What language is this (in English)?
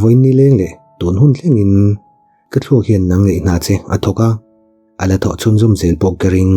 Mizo